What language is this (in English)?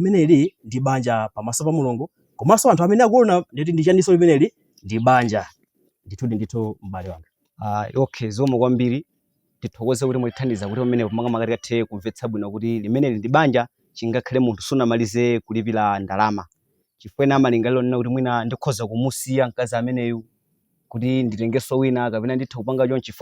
Nyanja